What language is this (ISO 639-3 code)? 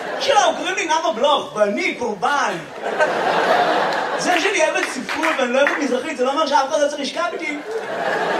heb